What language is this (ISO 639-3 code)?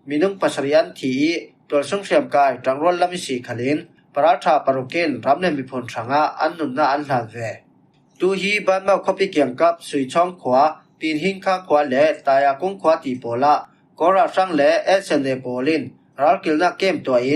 cfm